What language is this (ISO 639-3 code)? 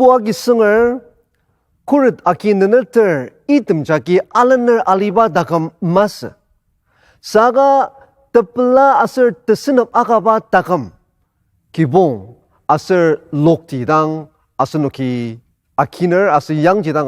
njo